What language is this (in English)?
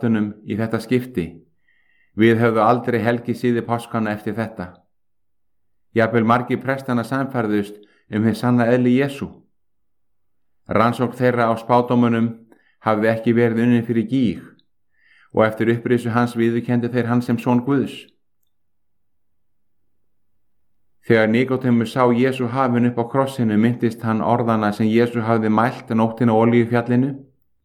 Icelandic